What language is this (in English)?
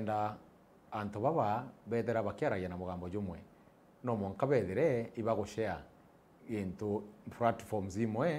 Meru